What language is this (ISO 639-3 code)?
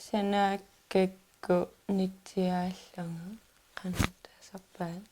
kal